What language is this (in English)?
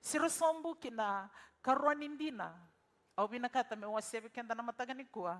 Fijian